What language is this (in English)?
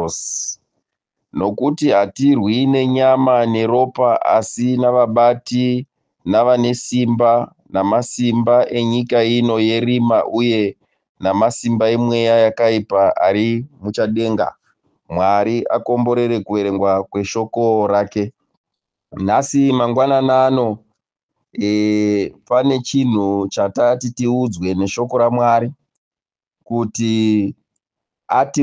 Shona